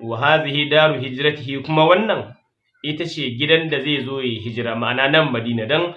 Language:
Hausa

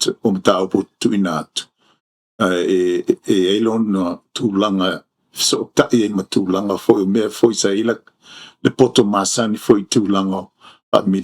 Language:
Samoan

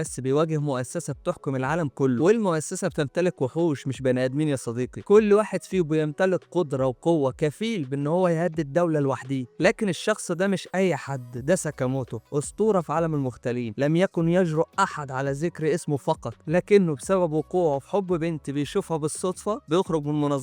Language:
Egyptian Arabic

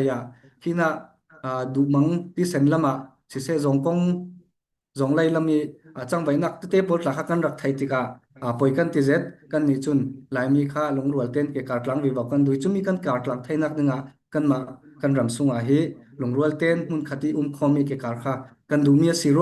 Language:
Falam Chin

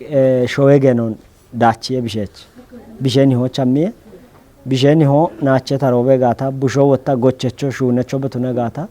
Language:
Kafa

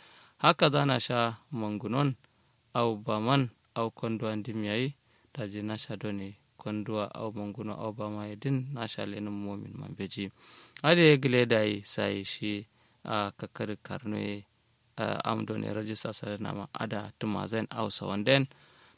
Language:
Kanuri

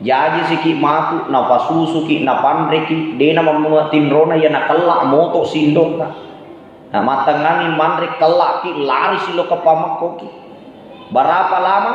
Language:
Buginese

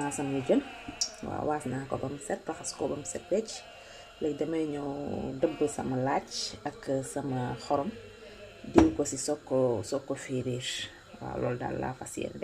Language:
Wolof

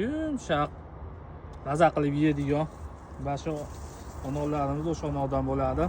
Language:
Uzbek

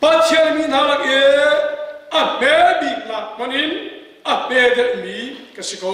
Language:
Hakha Chin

